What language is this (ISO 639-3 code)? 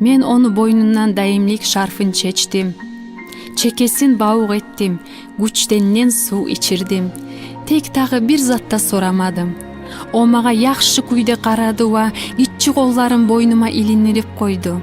kum